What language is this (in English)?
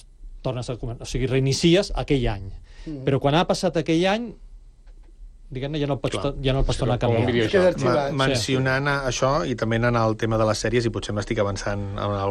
Catalan